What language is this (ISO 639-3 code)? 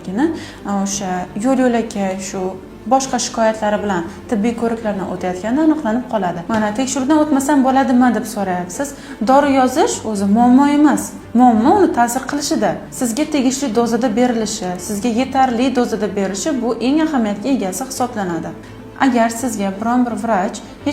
uzb